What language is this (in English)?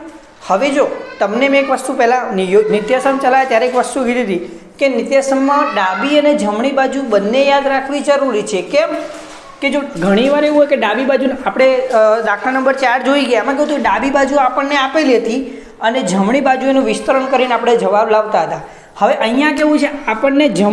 Gujarati